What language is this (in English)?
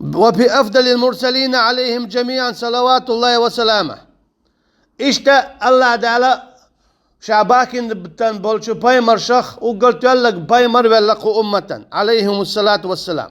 Chechen